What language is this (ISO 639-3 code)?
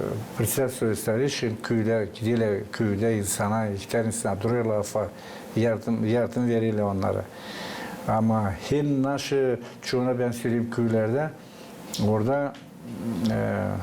gag